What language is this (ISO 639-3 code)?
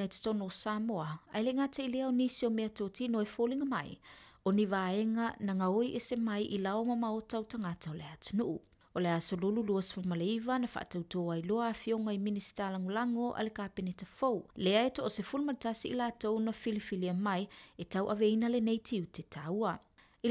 smo